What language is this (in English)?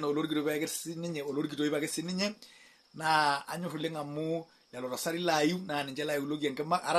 Masai